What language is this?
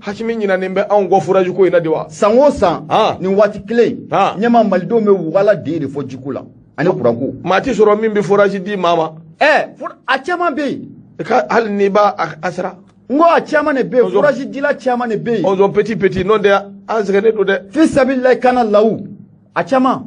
Bambara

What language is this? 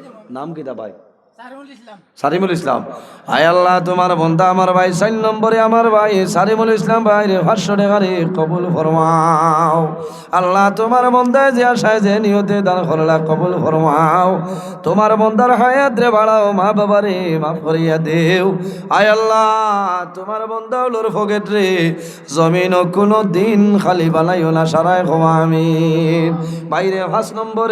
Sylheti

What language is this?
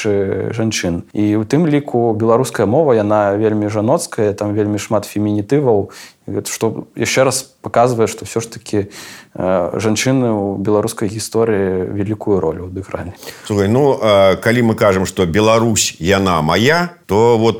Belarusian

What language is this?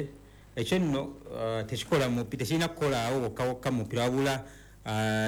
Ganda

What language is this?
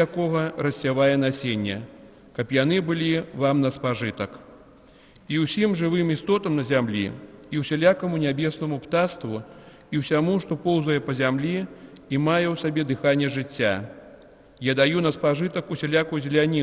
Belarusian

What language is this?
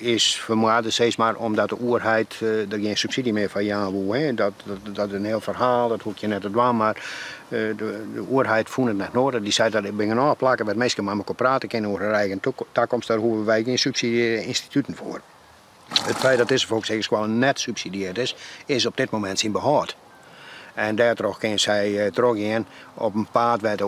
Western Frisian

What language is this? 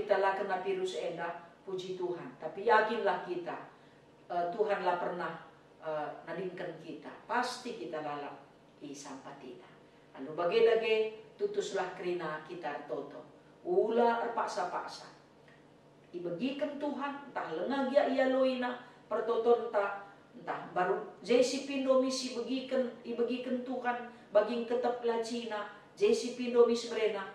Batak Karo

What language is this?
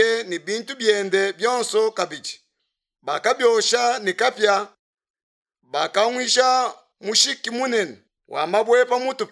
Luba-Lulua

